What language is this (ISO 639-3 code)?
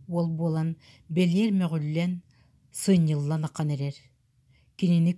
sah